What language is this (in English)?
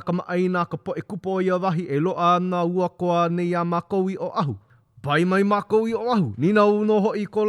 Hawaiian